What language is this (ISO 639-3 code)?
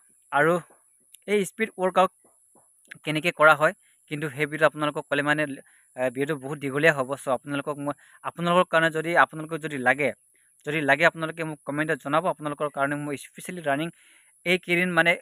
asm